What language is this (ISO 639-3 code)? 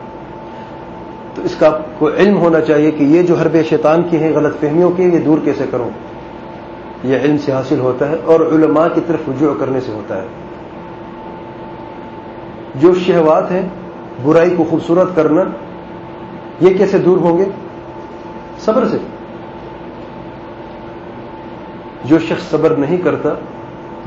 urd